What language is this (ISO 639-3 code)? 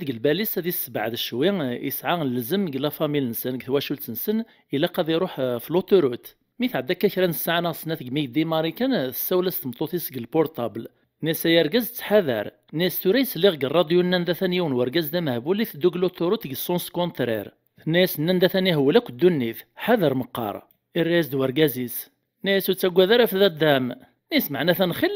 kab